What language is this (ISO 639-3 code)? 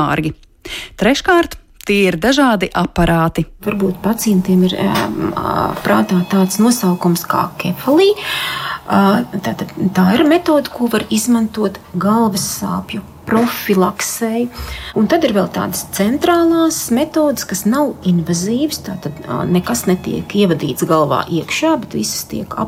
lav